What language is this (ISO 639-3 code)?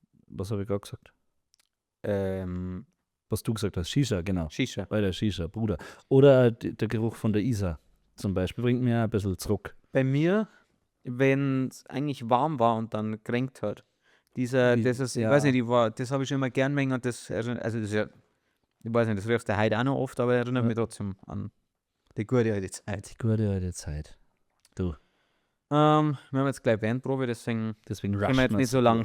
bar